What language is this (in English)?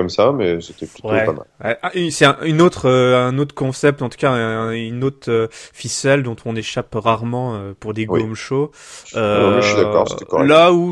French